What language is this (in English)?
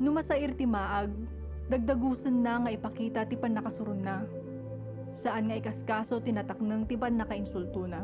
Iloko